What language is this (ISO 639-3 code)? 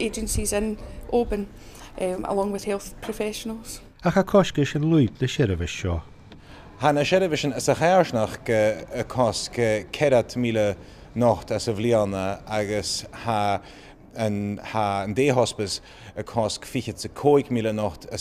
gla